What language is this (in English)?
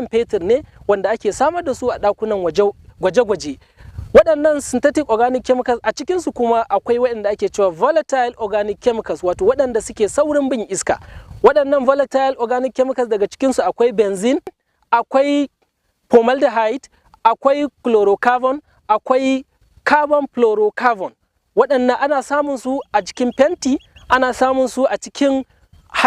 Hausa